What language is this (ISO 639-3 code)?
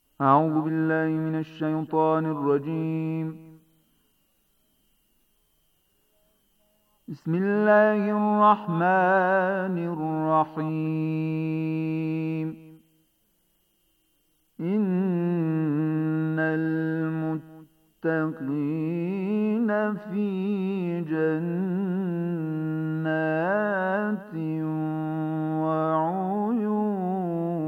bos